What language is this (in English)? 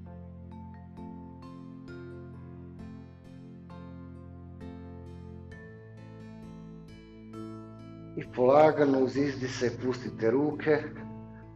Croatian